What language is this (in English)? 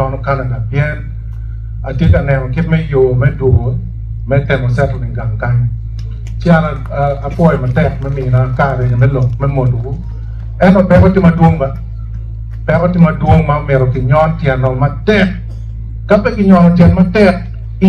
Acoli